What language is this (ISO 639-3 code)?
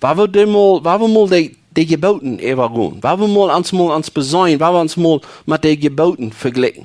pdt